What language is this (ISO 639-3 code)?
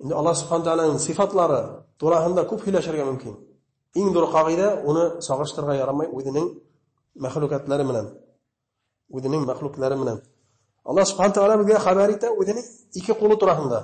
bak